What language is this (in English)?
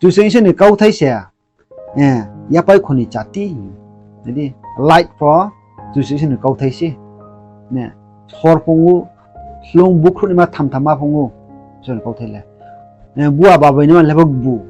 Riang (India)